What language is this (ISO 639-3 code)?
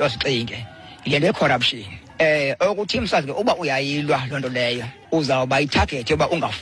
xho